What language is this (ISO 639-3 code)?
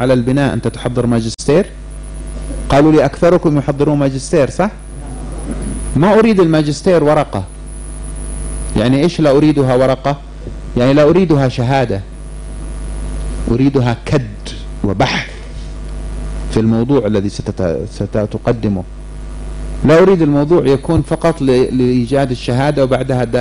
ara